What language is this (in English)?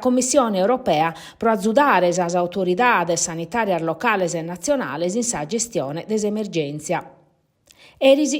Sardinian